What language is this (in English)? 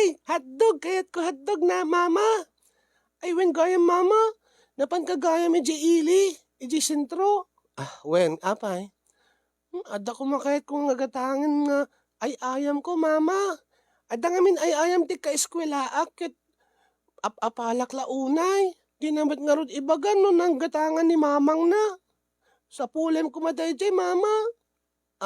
Iloko